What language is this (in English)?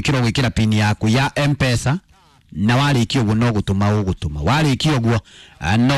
Kikuyu